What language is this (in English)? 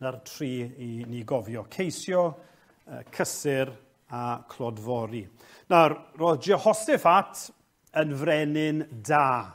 Welsh